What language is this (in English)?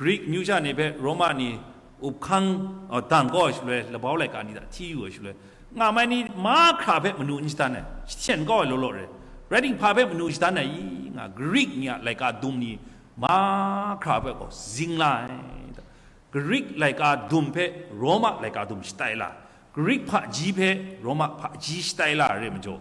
Kachin